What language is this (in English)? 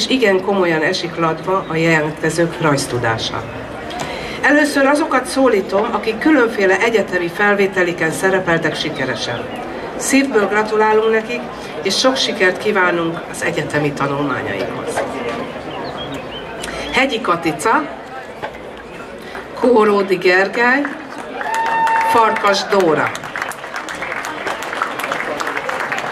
Hungarian